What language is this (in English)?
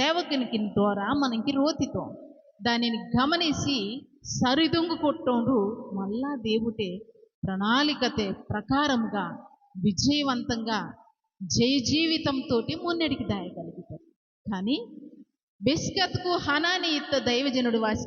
Koya